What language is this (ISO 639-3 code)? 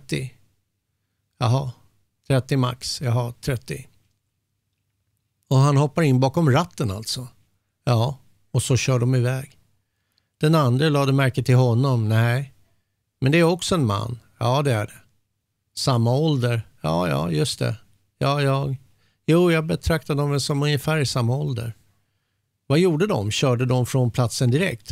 swe